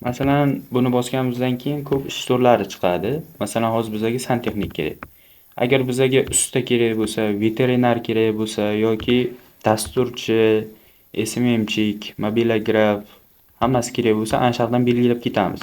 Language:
Uzbek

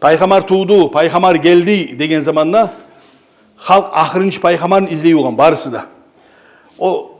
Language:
Kumyk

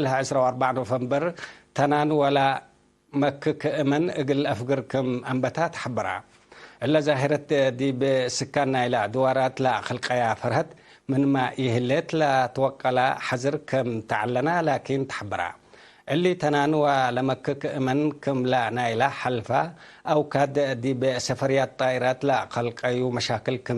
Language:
Tigre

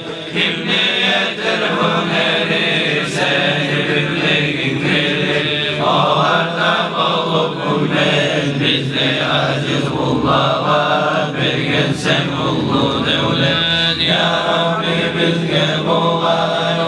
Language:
Kumyk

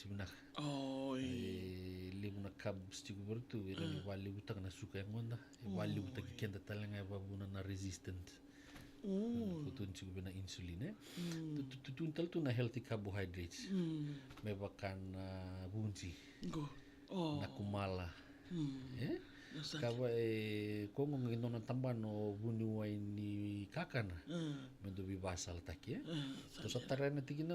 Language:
Fijian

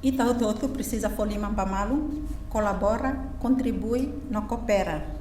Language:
Tetum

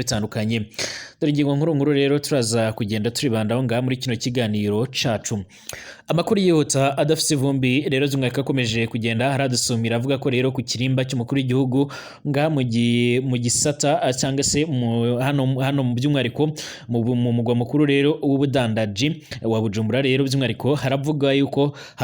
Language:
Rundi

